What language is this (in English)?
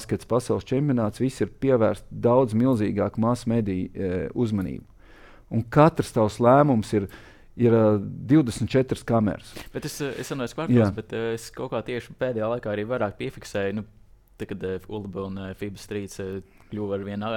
Latvian